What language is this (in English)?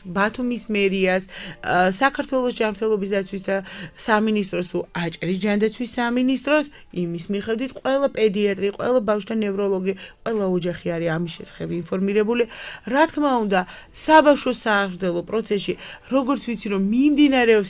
Georgian